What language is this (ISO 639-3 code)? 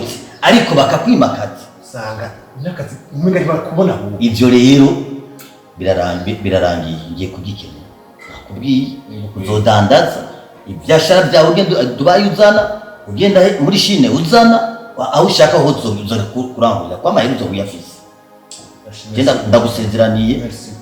run